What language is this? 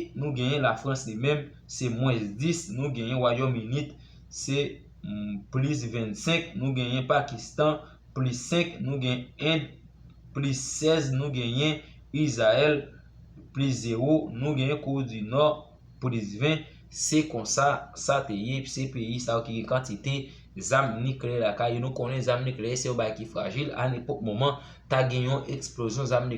Haitian Creole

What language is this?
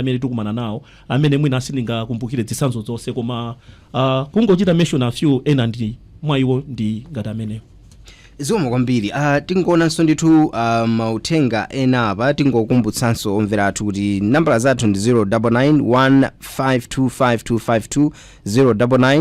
Nyanja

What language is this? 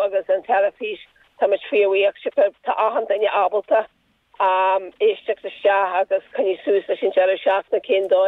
Irish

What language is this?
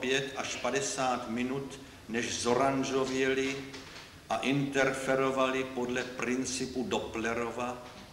Czech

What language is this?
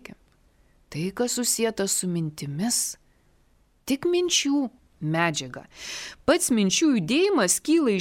Lithuanian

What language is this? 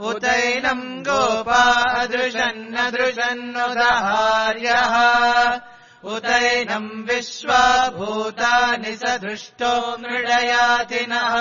Sanskrit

